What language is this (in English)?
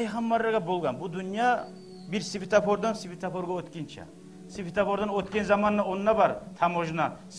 Kumyk